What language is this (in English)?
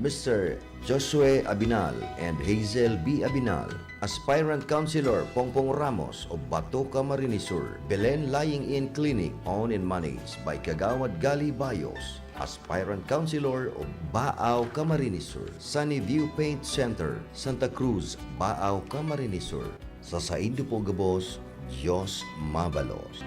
Bikol